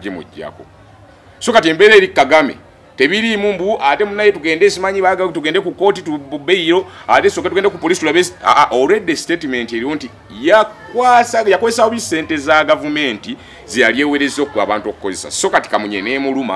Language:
Ganda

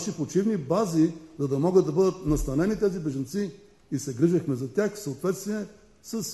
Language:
Bulgarian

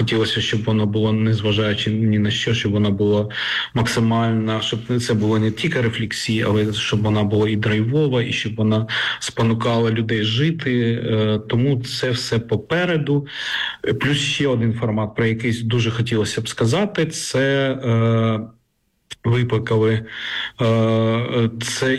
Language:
Ukrainian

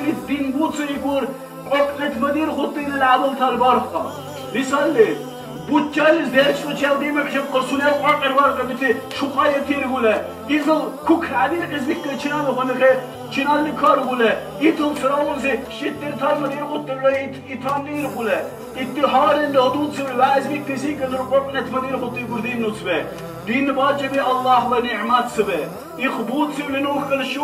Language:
Dargwa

